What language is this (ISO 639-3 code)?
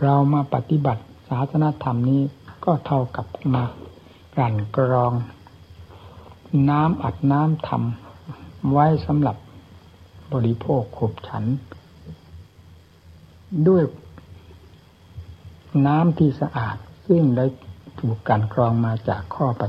tha